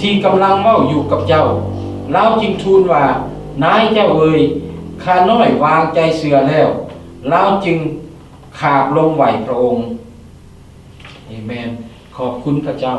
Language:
Lao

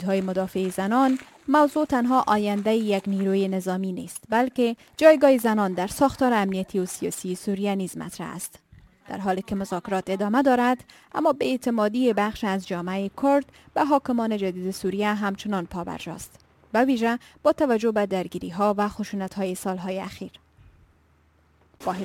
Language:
Persian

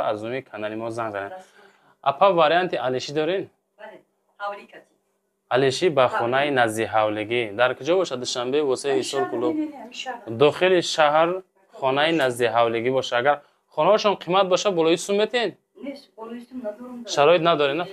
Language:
Tajik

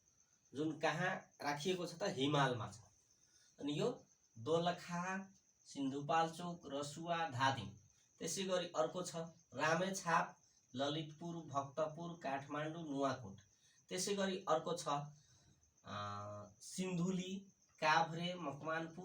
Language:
Nepali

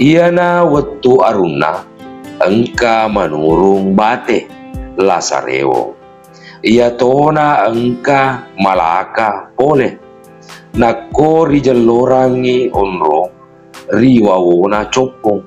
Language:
Buginese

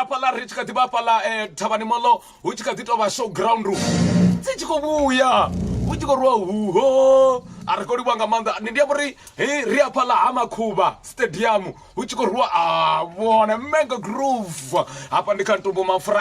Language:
Venda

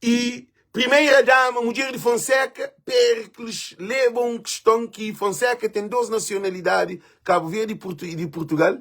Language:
Kabuverdianu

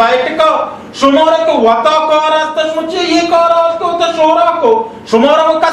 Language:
Baluchi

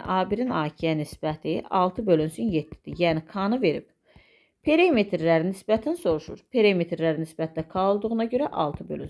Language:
Azerbaijani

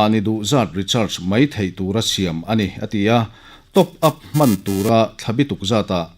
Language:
Mizo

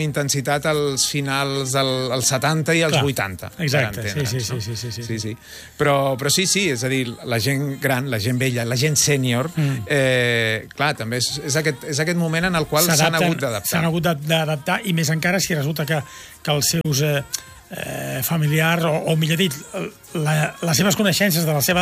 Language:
Catalan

